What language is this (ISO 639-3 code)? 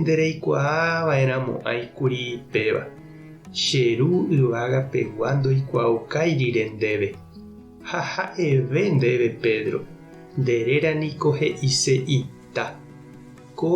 grn